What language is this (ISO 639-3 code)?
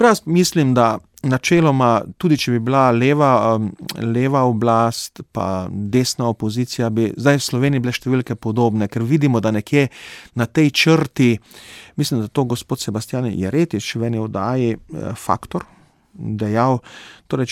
slv